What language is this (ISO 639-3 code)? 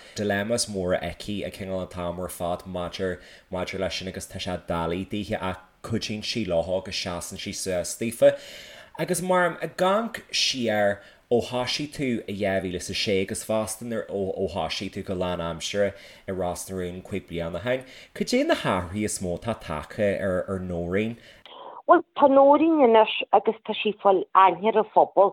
gle